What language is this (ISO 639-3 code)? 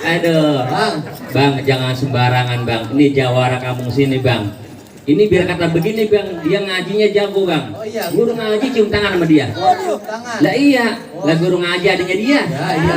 bew